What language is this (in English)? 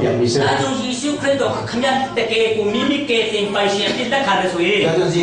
Hakha Chin